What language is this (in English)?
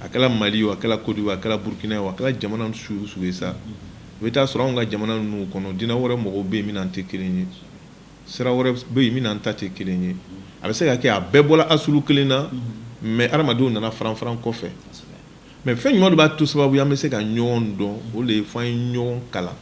Bambara